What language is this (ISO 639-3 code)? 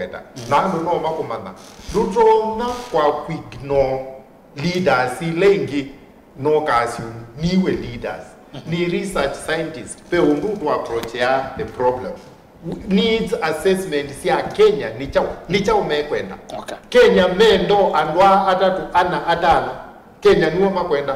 kam